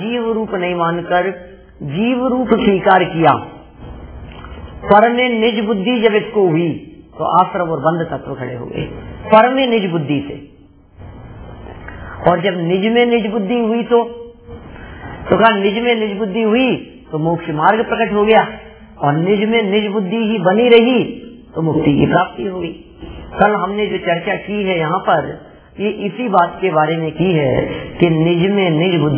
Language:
Hindi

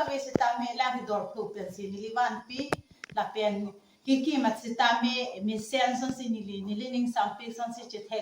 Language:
Karbi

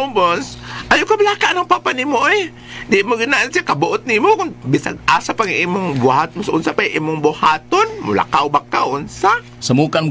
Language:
Cebuano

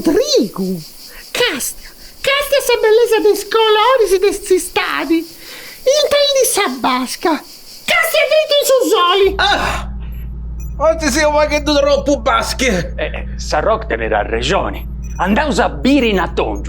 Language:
Sardinian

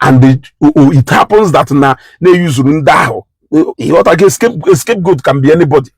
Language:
Igbo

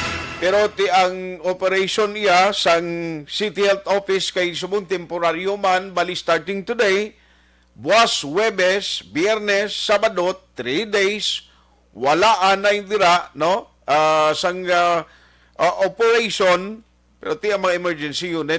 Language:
Hiligaynon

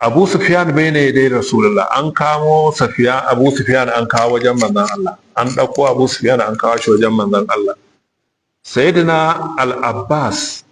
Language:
Hausa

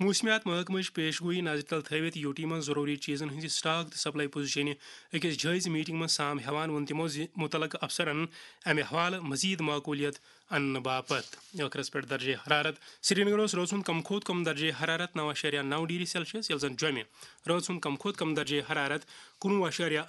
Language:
Kashmiri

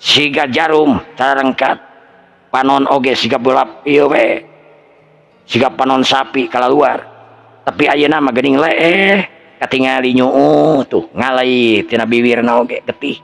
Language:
Sundanese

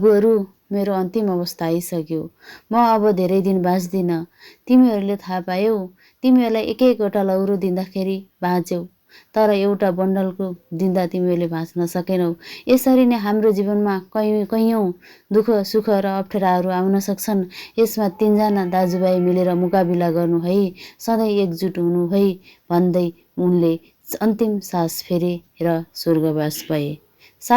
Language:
Nepali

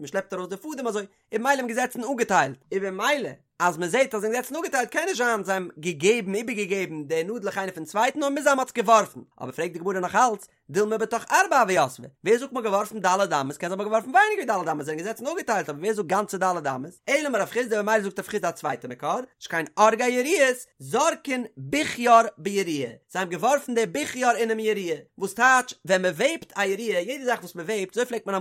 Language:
Yiddish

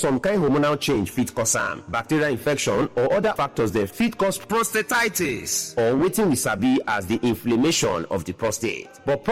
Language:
Nigerian Pidgin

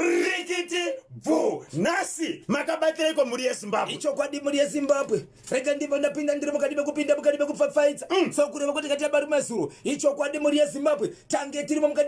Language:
Shona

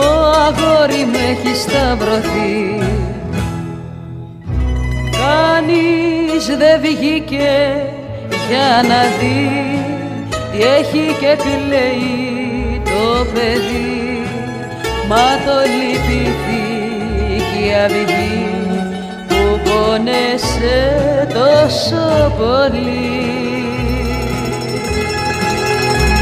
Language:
Greek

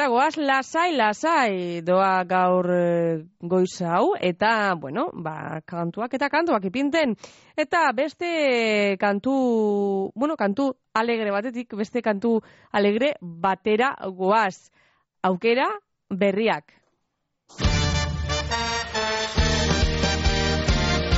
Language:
Basque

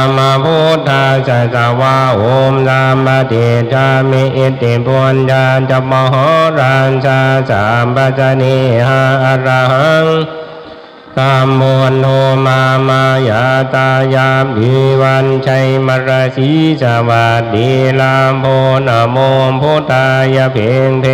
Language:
Pali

